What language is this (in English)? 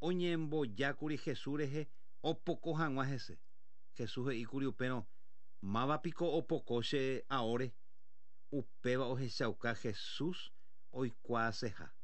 Guarani